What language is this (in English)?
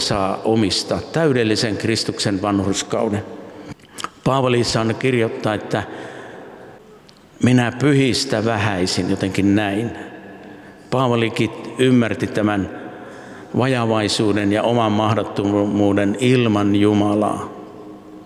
Finnish